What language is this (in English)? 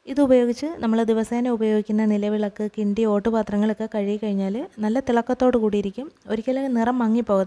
Malayalam